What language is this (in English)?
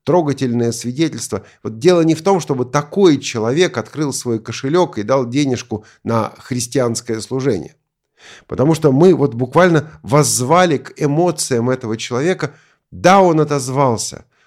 Russian